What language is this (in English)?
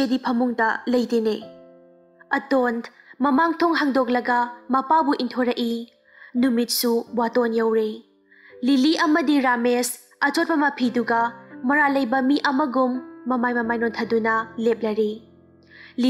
Manipuri